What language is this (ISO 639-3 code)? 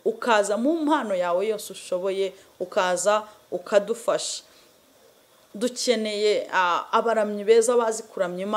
kin